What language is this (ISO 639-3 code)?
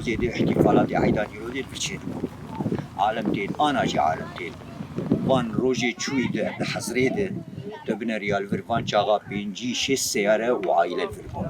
kur